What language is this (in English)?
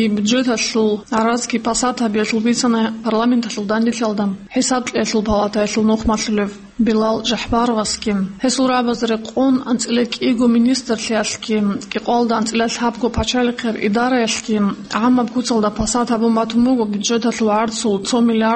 Avaric